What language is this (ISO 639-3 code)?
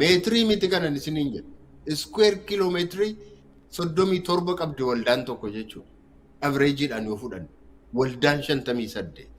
orm